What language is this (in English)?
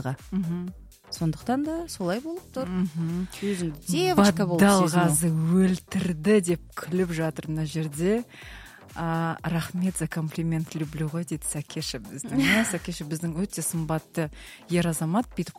Kazakh